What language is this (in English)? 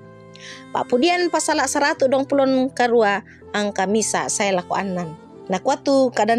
Toraja-Sa'dan